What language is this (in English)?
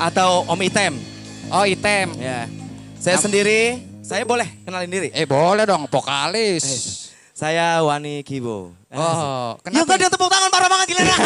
Betawi